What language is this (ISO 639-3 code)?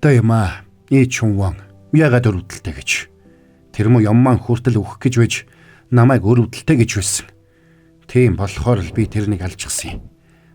mon